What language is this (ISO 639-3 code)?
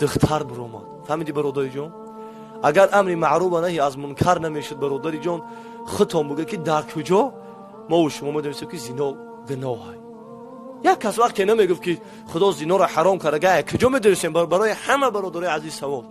tgk